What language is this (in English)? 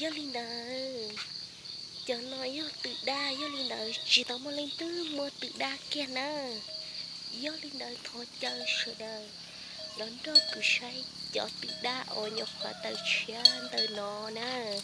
Hmong